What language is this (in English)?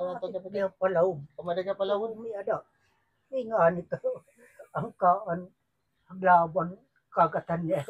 Waray